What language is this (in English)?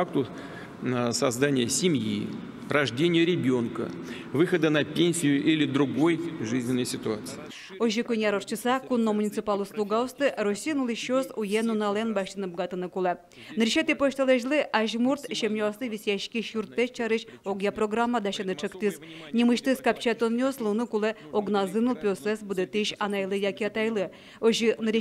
Udmurt